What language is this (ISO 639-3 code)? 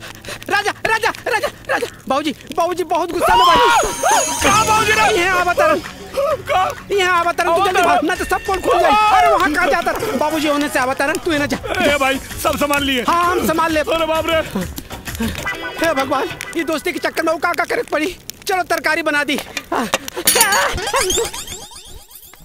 bho